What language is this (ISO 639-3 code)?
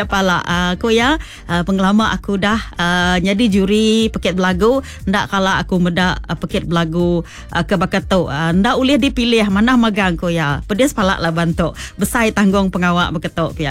iba